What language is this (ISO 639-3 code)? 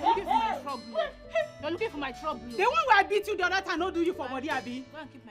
pcm